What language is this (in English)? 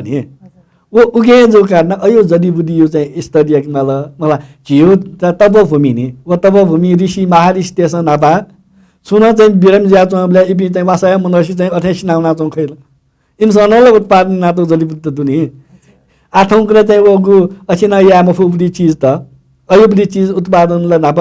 Newari